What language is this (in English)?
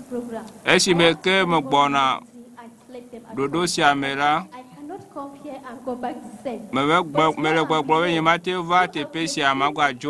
Ewe